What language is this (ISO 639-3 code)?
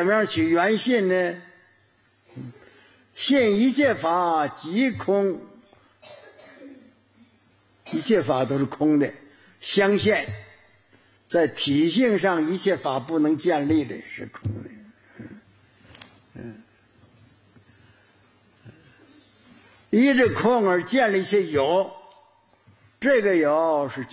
zho